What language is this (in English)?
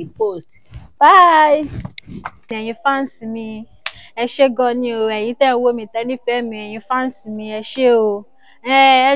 Yoruba